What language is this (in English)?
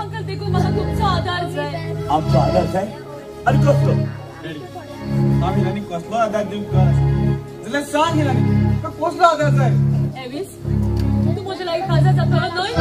Konkani